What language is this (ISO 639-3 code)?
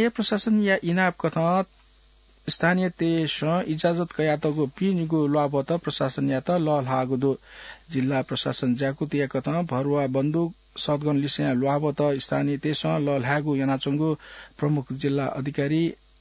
new